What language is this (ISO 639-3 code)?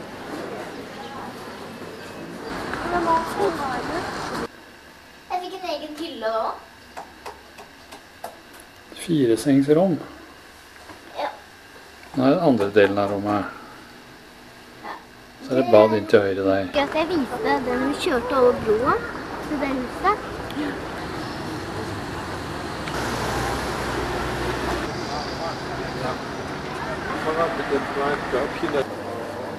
nor